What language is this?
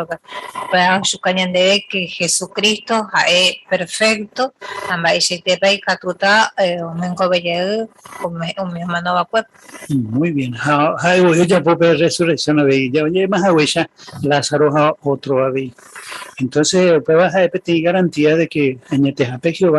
Guarani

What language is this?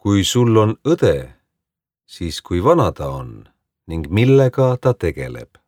Estonian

